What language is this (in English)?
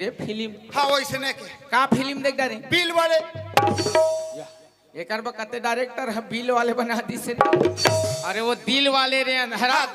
Chhattisgarhi